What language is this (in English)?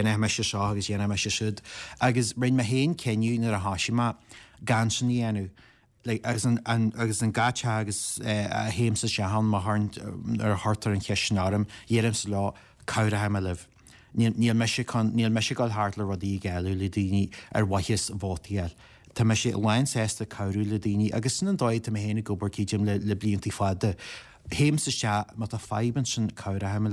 Irish